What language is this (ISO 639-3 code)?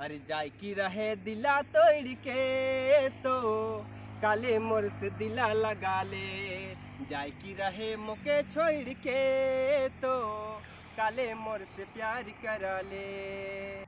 sck